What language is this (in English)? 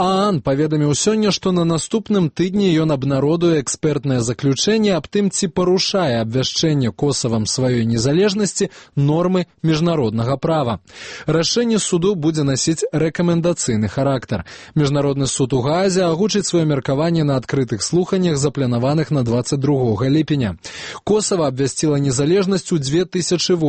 Belarusian